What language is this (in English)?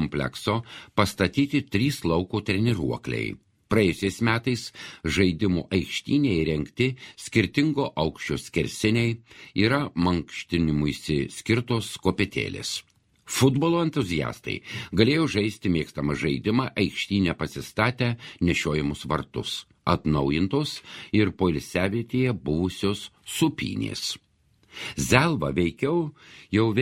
Lithuanian